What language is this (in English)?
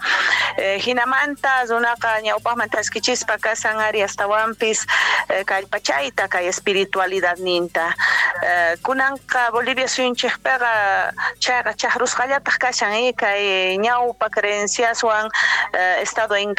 Quechua